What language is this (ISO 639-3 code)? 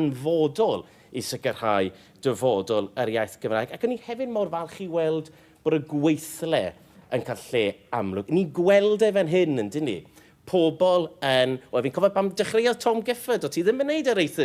cym